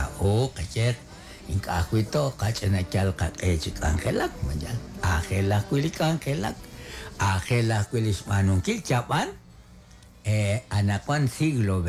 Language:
Kekchí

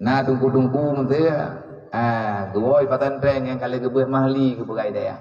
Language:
Achinese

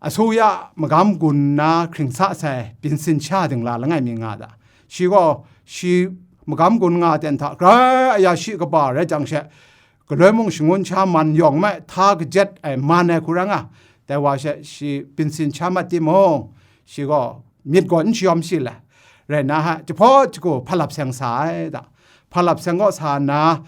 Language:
Kachin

